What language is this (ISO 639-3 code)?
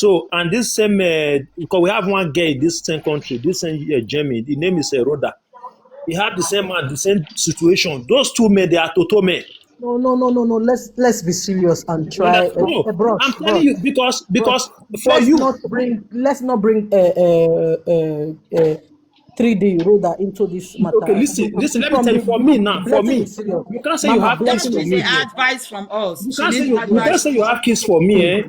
pcm